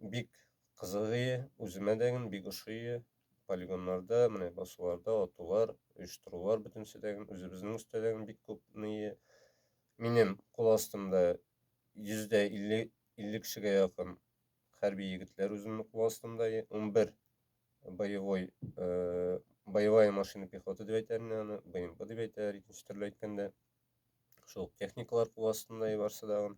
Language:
Tatar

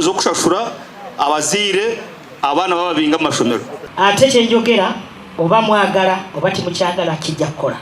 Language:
Ganda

